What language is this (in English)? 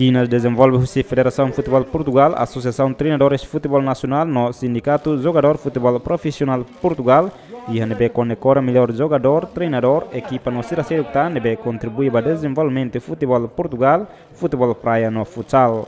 Tetum